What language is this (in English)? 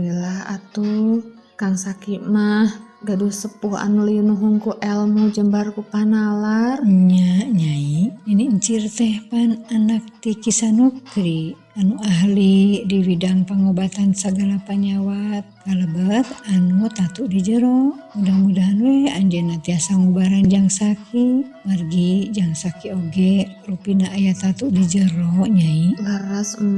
Sundanese